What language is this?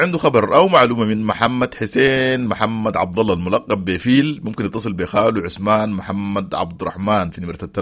Sudanese Arabic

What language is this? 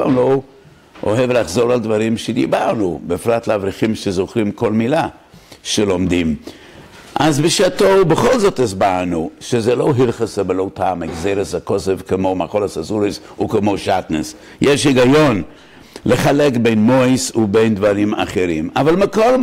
Hebrew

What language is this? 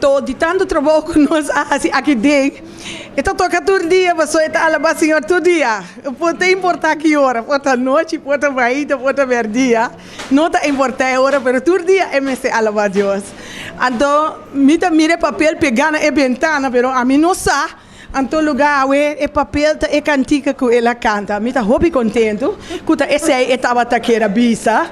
Papiamento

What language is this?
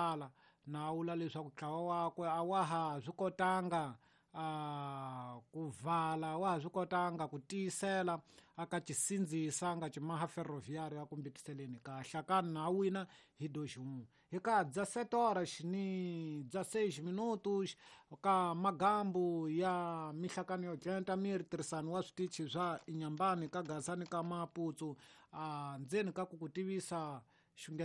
Tsonga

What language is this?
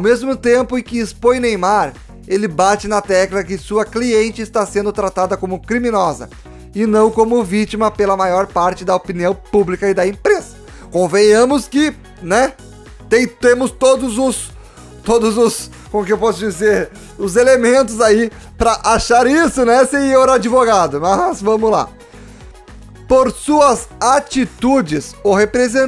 Portuguese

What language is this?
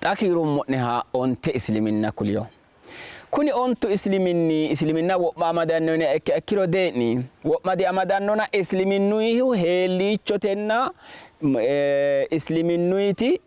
Sidamo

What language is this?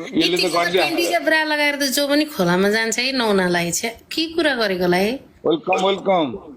Nepali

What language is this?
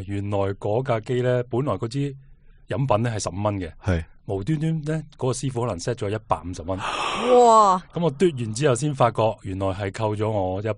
Cantonese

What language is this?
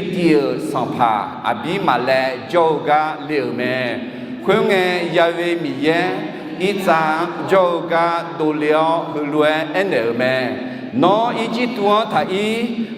Akha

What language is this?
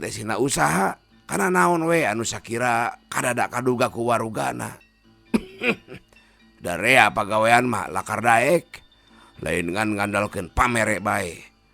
Sundanese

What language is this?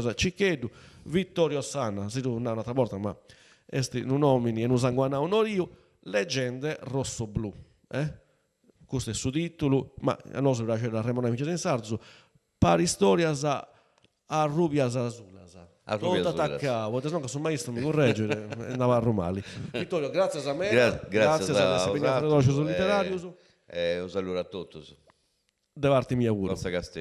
Sardinian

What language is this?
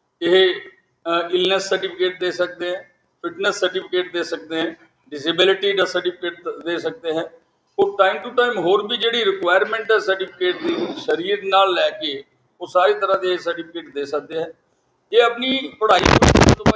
Punjabi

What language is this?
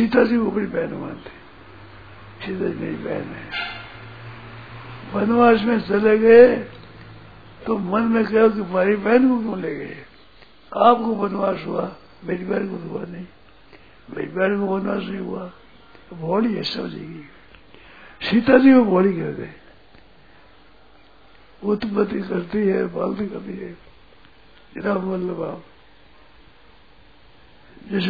Hindi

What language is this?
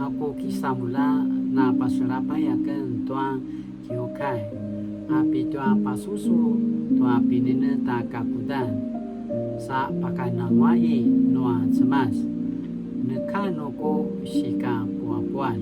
Paiwan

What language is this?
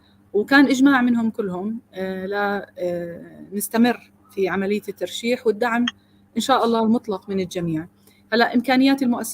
North Levantine Arabic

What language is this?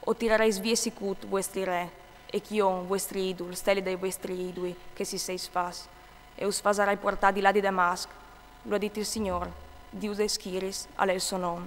Friulian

